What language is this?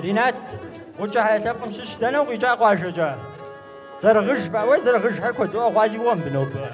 Kabardian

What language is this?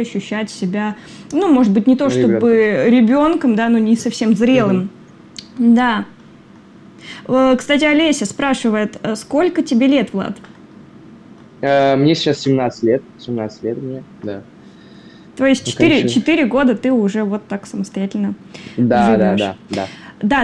Russian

